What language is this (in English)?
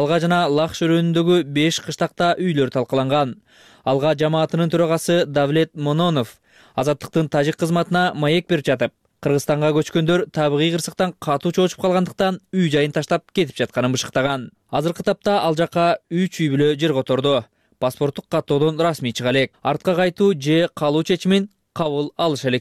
Kyrgyz